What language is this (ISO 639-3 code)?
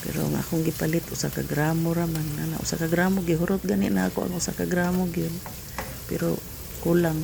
ceb